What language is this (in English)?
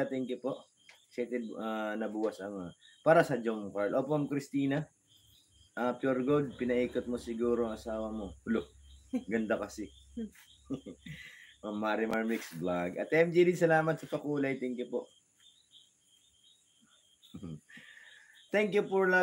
Filipino